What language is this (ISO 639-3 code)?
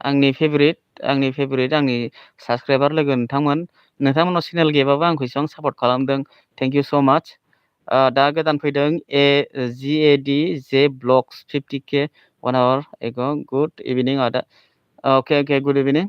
brx